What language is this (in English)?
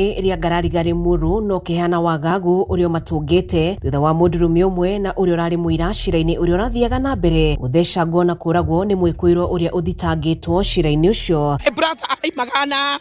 Kikuyu